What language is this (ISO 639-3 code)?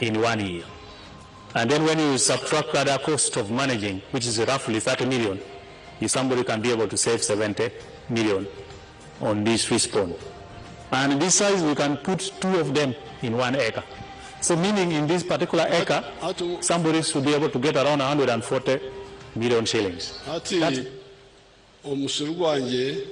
nyn